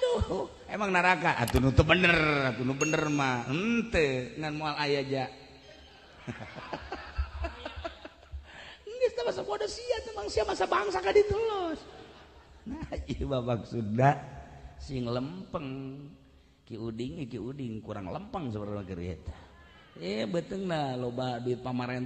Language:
Sundanese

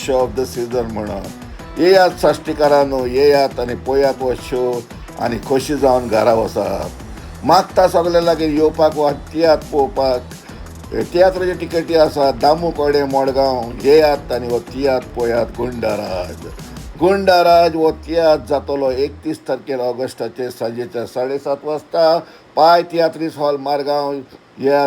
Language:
Konkani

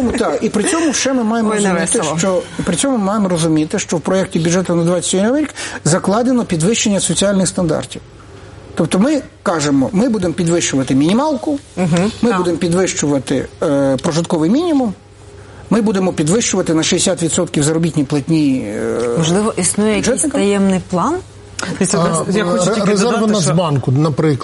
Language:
Ukrainian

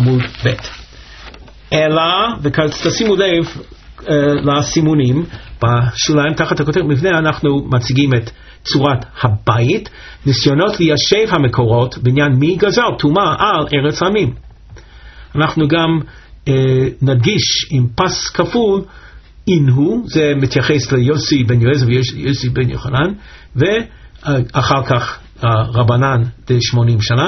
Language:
Hebrew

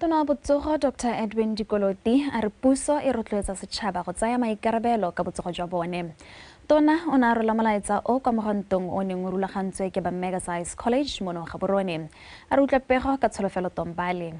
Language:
Tswana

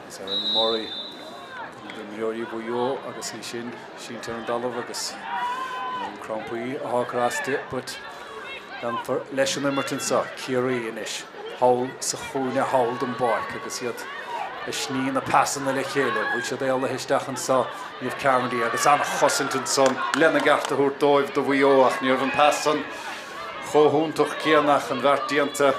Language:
Irish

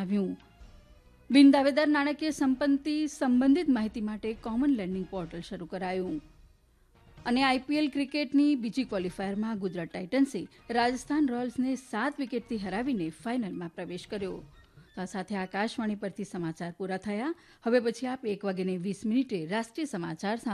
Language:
Gujarati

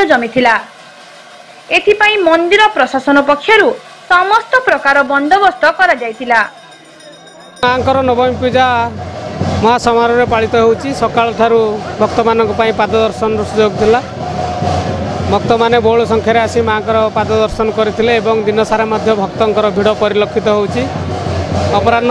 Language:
Odia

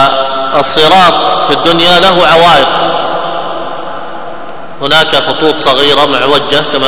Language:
Arabic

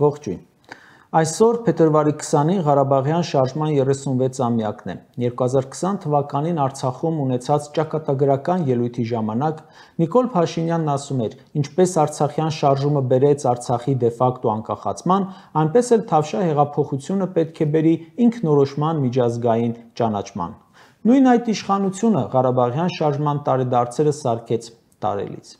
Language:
Armenian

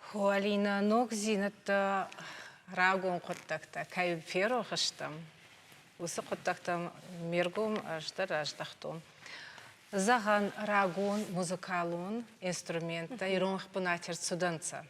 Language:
Ossetic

